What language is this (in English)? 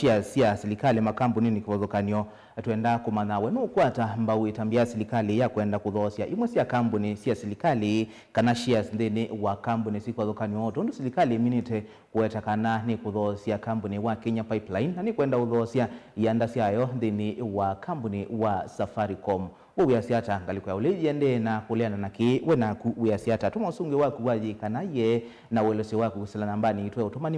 Kamba